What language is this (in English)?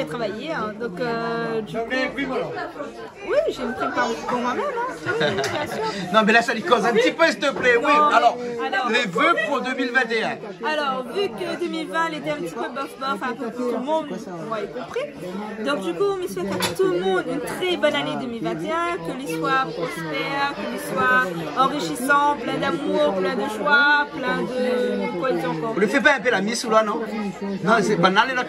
Réunion Creole French